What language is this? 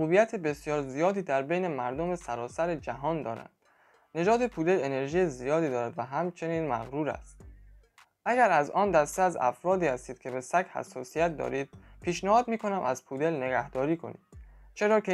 Persian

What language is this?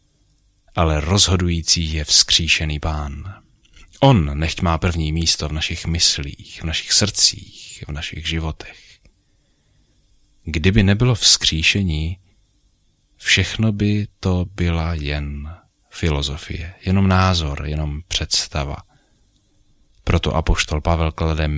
Czech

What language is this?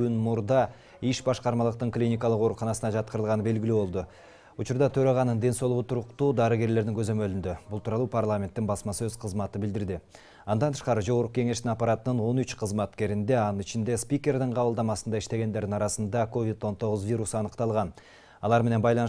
Kyrgyz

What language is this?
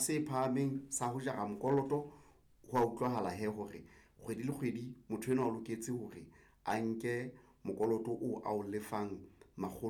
Southern Sotho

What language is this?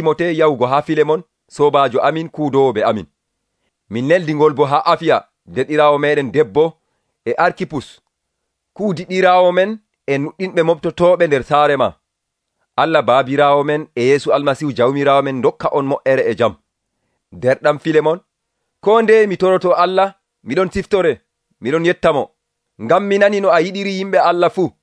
Nigerian Fulfulde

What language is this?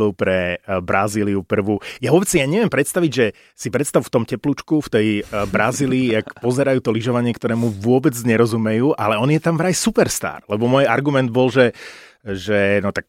Slovak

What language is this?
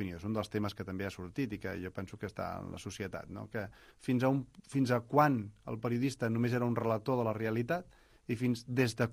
Catalan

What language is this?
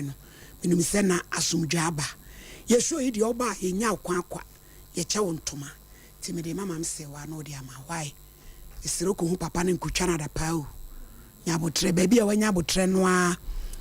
Akan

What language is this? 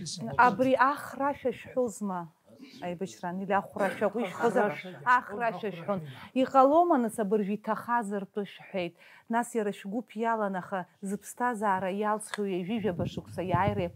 Abkhazian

